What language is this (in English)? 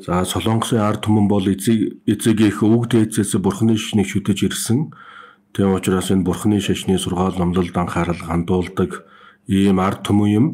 Mongolian